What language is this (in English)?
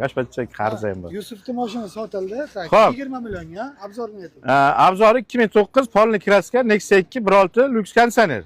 Uzbek